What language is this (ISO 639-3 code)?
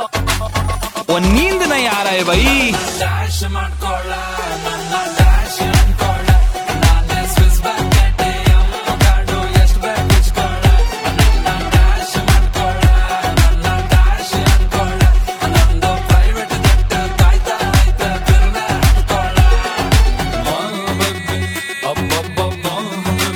kan